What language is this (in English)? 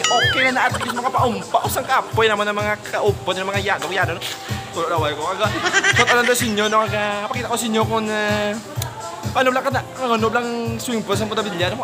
Hiligaynon